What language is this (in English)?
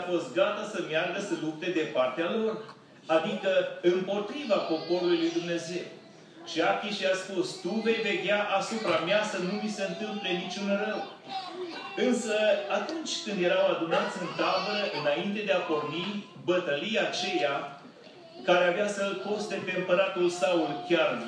Romanian